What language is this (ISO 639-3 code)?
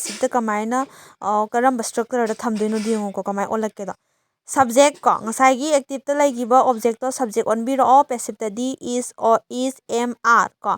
mni